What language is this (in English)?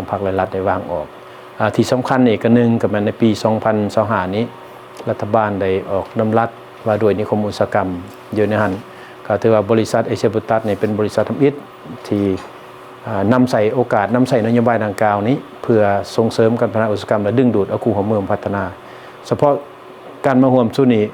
Lao